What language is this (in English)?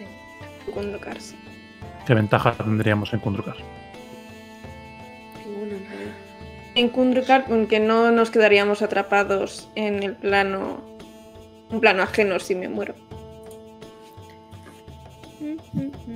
Spanish